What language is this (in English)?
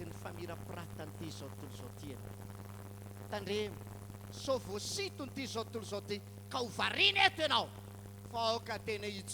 Malagasy